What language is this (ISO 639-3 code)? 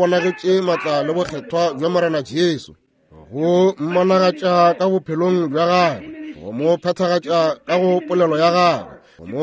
nso